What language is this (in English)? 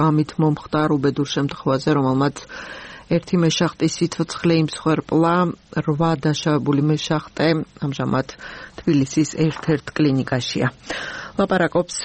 Georgian